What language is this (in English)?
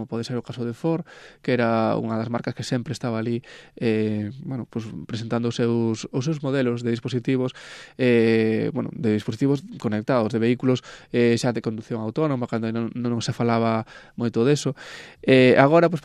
Galician